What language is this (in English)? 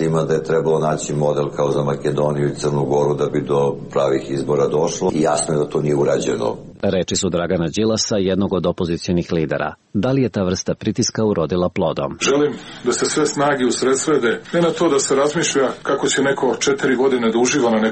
Serbian